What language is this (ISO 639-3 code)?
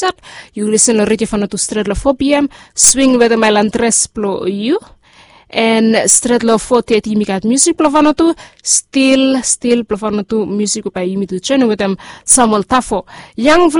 bis